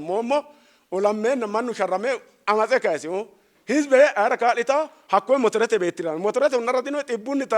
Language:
Sidamo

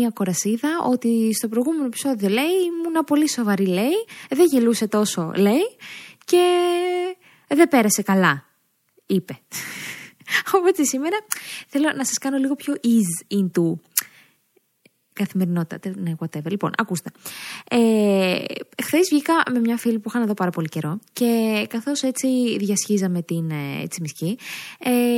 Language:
Greek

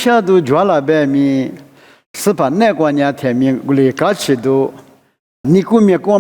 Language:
Lisu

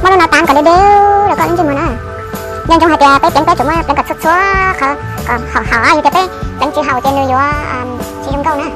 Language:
Hmong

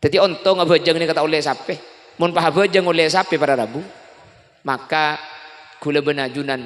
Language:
Madurese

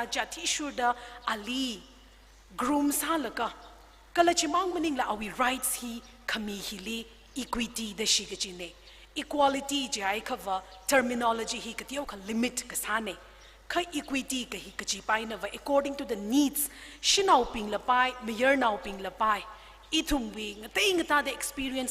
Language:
Tangkhul Naga (India)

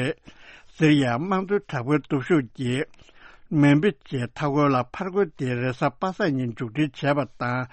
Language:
Tibetan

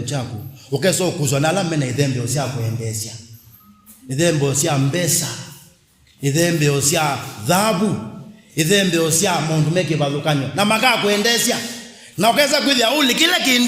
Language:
Kamba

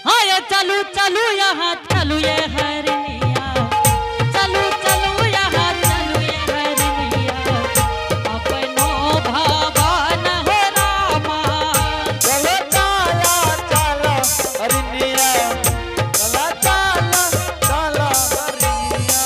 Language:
Angika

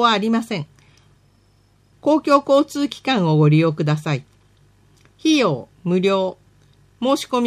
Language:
Japanese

